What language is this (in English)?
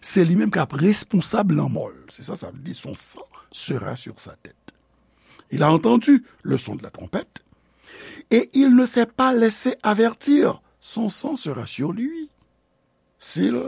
Haitian Creole